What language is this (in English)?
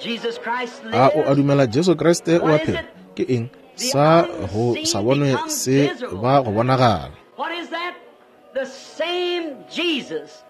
Northern Sotho